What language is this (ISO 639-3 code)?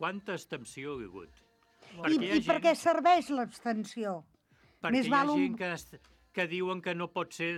cat